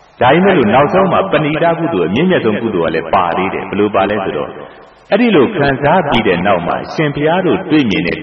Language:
Burmese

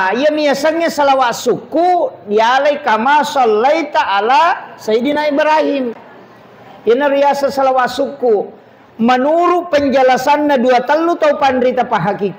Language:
Buginese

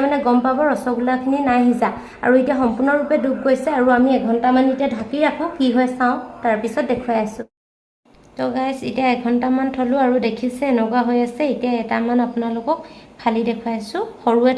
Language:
Assamese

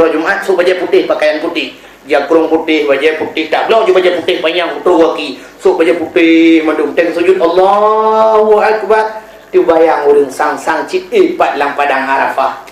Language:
Achinese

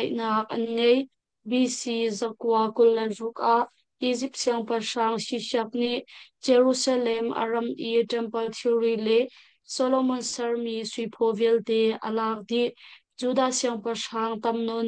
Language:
Hakha Chin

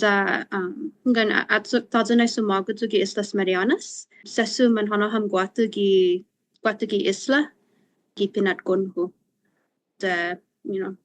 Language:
Chamorro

